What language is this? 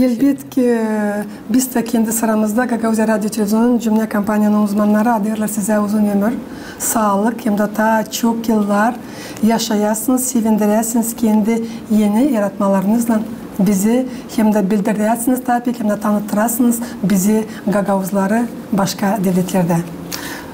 Gagauz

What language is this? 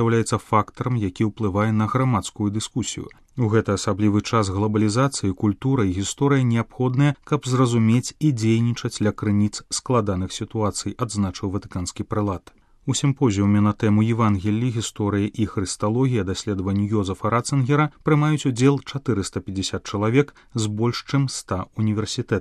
Belarusian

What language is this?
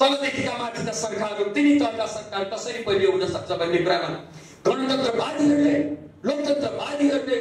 Nepali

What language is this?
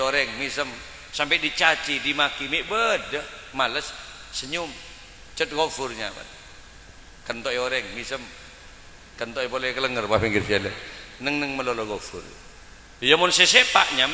Madurese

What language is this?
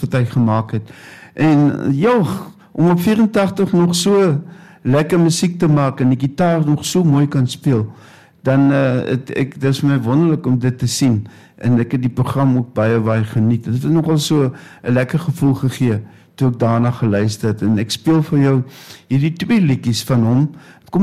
Afrikaans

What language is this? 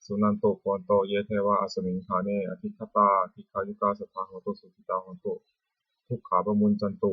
Pali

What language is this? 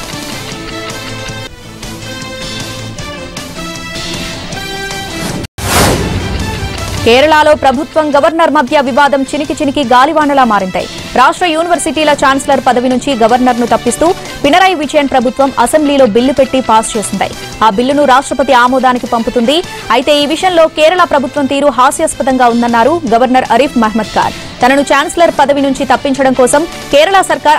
Telugu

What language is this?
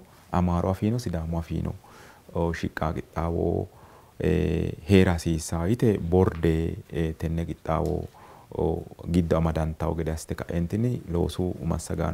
Sidamo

